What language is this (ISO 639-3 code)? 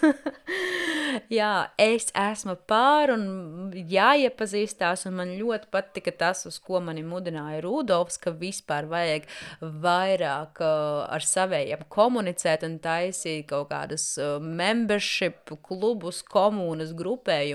lav